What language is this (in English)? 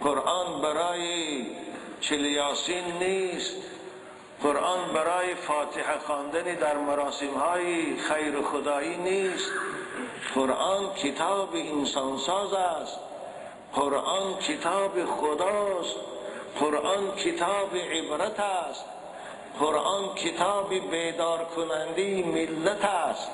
Tajik